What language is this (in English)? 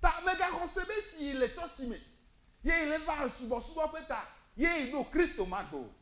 Ewe